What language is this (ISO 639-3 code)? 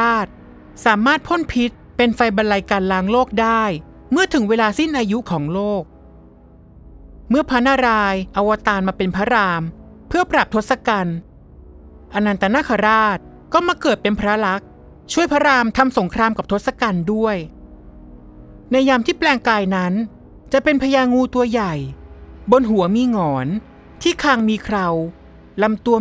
tha